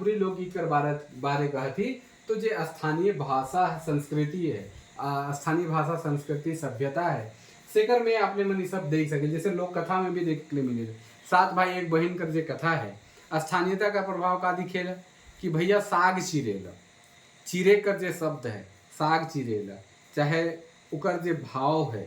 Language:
Sadri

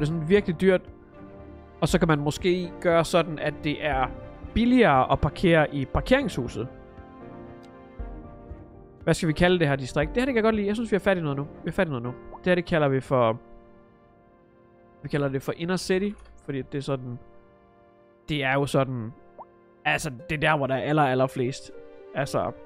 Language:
Danish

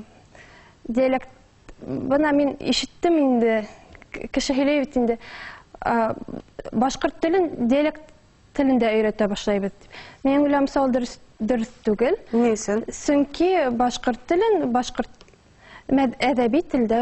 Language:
Bashkir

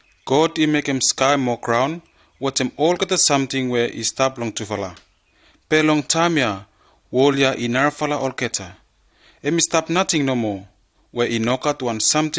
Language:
Bislama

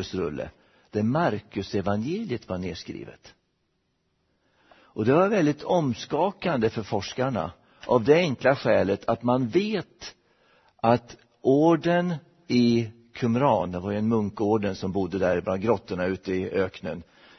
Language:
Swedish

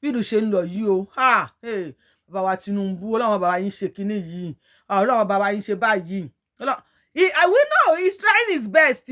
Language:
Yoruba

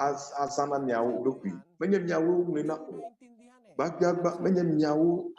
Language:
Ewe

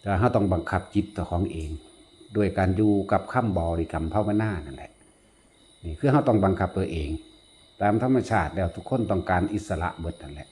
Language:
Lao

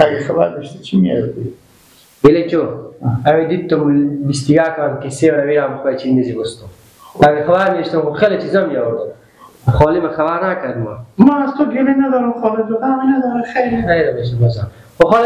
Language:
Persian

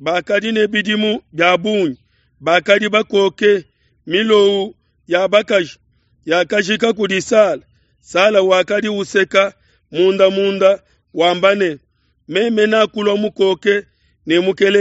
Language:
Luba-Lulua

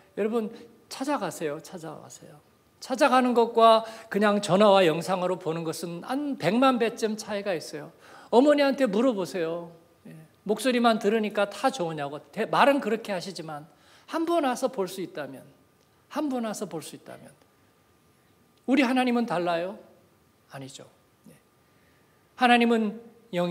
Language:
Korean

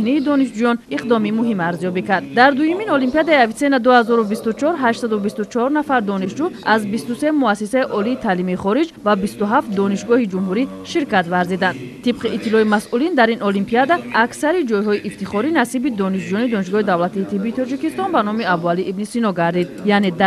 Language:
Tajik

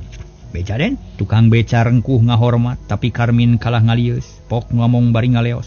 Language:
Sundanese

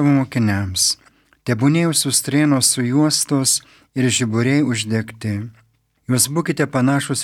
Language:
Lithuanian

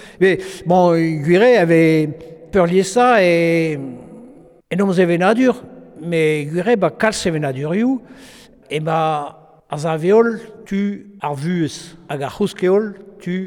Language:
Breton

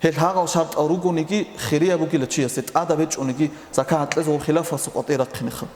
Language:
Avaric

